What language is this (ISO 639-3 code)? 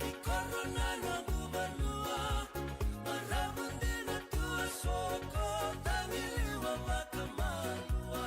fij